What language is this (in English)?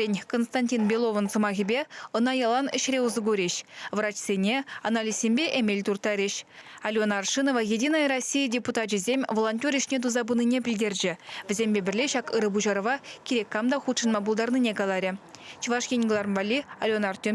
Chuvash